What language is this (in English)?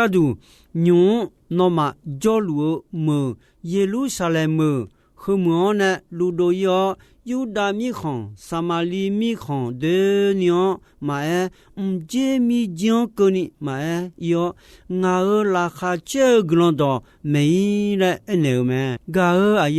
Akha